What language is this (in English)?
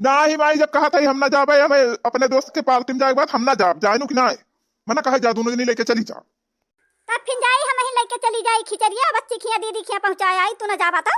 Awadhi